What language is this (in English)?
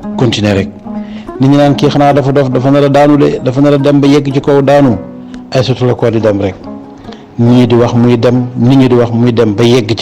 Wolof